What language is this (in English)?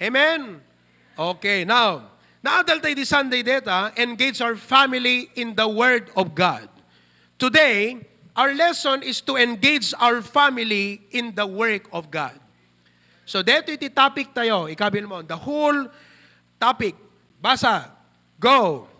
Iloko